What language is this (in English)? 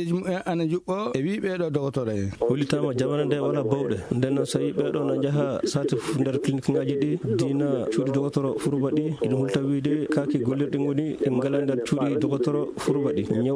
Fula